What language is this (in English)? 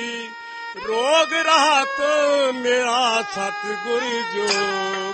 Punjabi